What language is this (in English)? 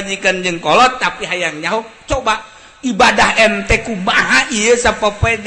Sundanese